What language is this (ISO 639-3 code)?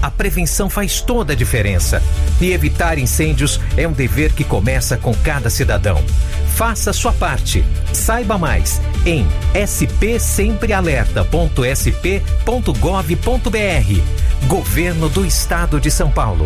por